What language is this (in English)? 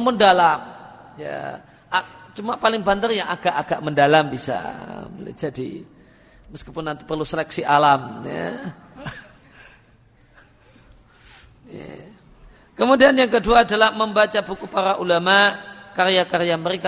Indonesian